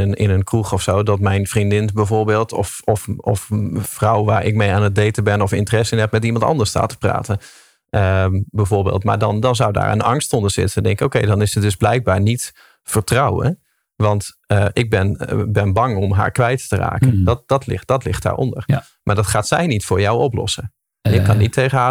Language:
Dutch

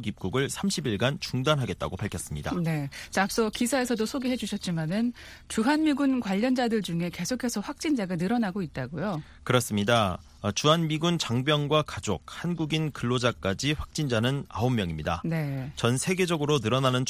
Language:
Korean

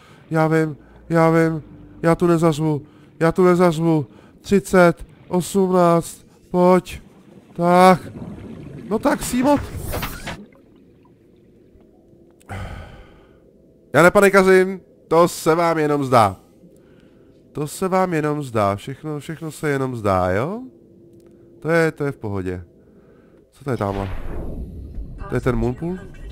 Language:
Czech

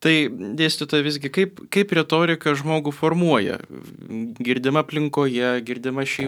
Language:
Lithuanian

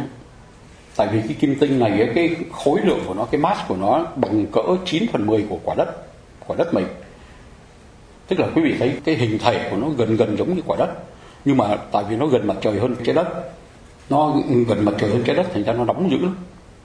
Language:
Vietnamese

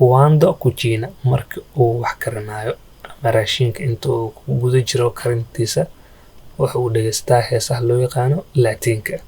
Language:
Somali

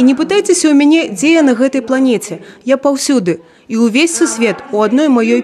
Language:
Belarusian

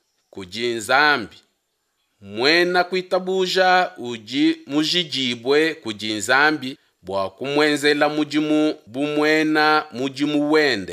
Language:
Luba-Lulua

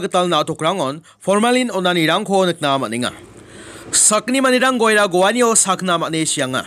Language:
Garo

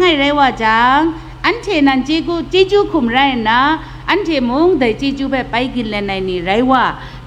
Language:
Kachin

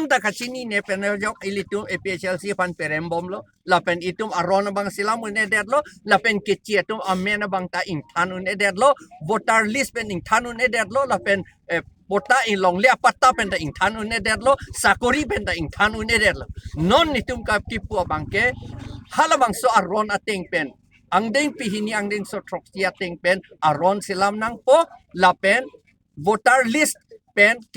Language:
Karbi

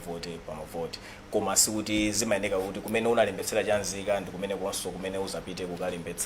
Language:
Nyanja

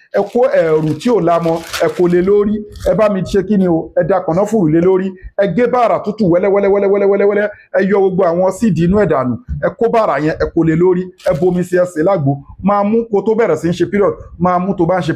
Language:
Yoruba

